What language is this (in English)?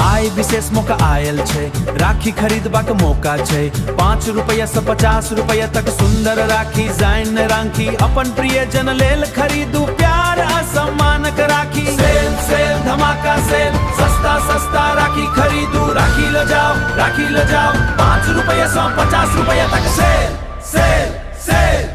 Maithili